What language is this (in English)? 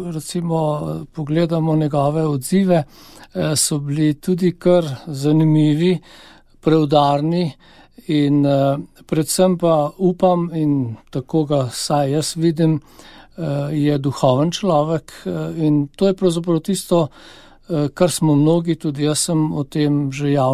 Slovenian